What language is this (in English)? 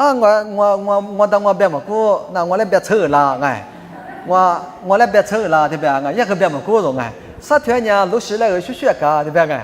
Lisu